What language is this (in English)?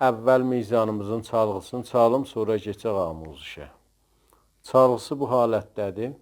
South Azerbaijani